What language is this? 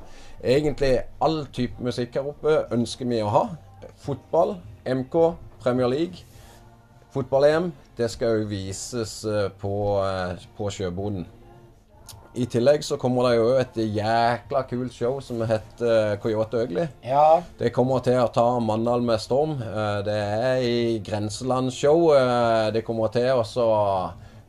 Norwegian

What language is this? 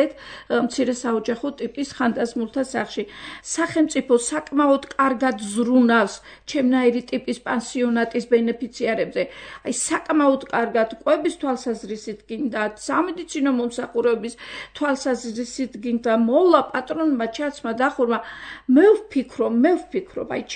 Georgian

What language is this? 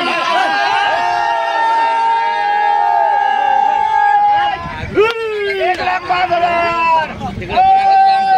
Marathi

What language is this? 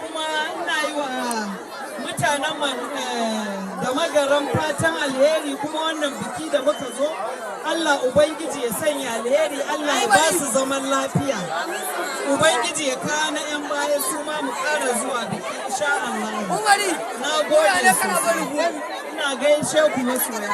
Hausa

